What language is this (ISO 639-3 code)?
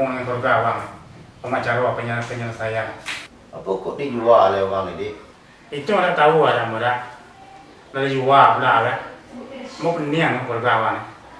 min